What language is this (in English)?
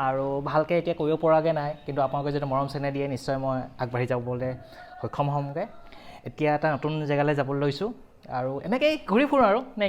Assamese